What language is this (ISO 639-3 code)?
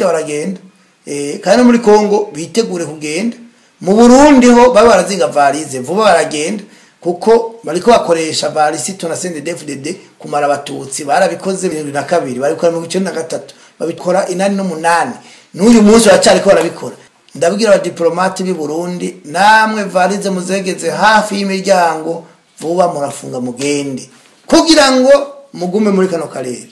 run